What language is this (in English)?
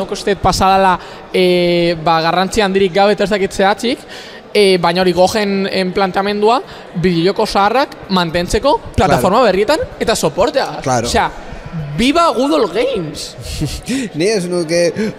Basque